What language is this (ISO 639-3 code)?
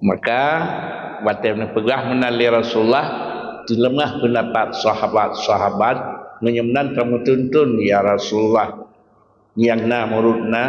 ace